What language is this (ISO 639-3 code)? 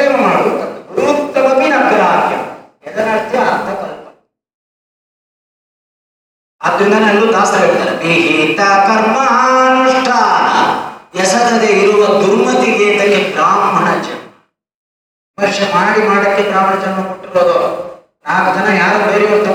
kan